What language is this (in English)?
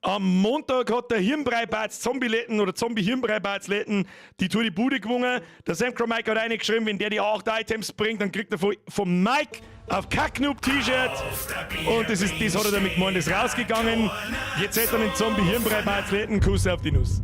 Bavarian